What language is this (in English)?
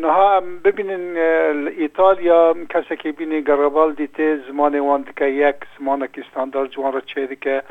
Kurdish